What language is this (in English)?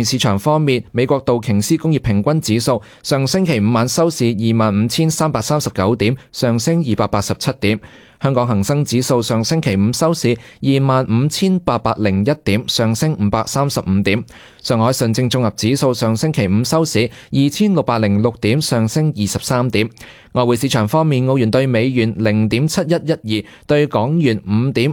Cantonese